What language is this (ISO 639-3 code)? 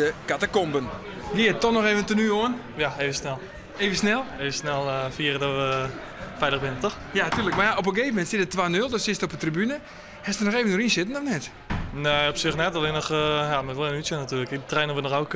fry